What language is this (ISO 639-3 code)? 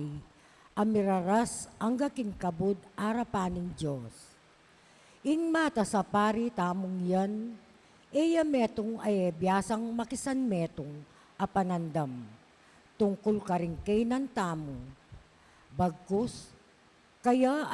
pam